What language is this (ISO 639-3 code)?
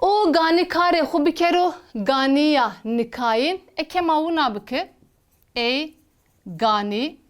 zza